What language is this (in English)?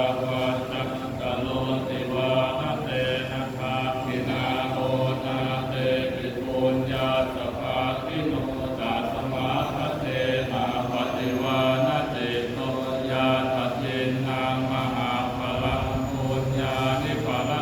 Pali